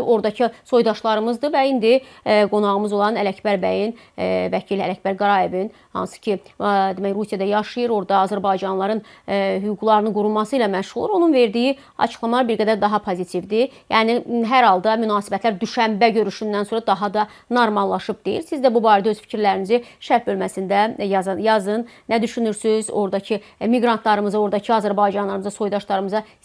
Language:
Azerbaijani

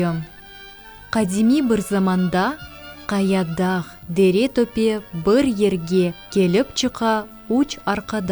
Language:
Crimean Tatar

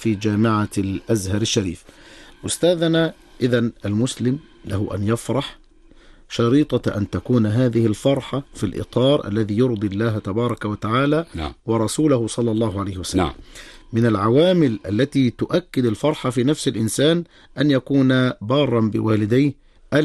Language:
Arabic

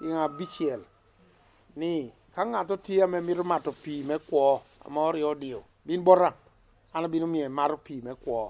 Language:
Lango (Uganda)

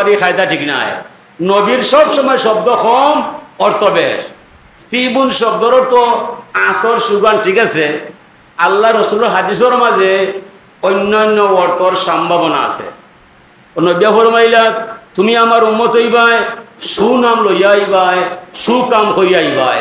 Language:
Sylheti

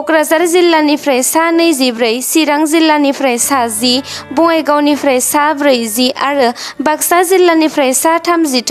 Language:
Bodo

